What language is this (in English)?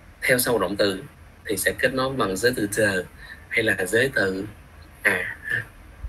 Vietnamese